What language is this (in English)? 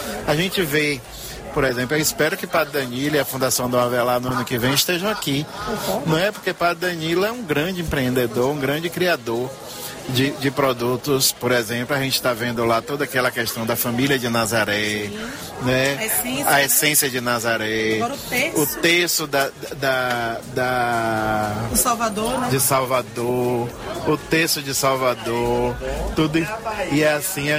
Portuguese